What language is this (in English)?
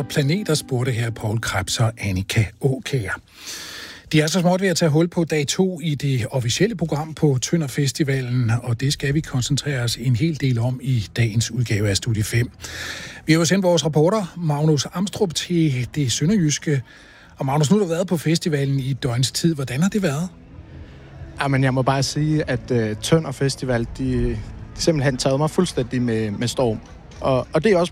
Danish